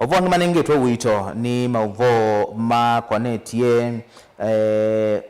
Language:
Kamba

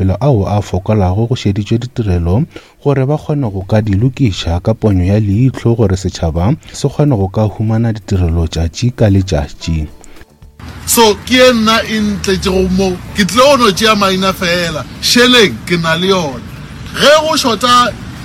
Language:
Northern Sotho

